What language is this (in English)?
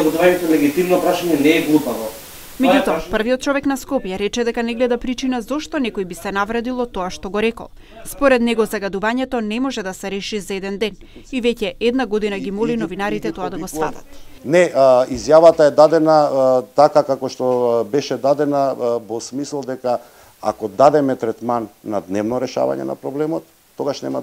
Macedonian